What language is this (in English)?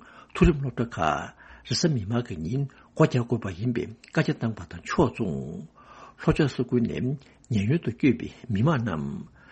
Tibetan